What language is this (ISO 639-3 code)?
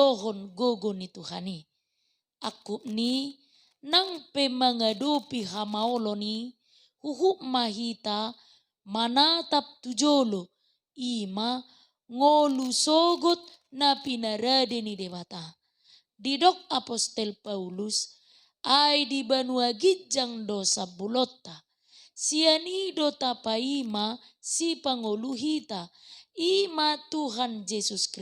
bbc